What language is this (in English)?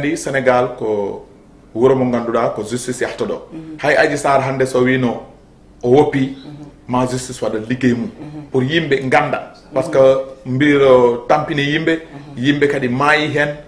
Fula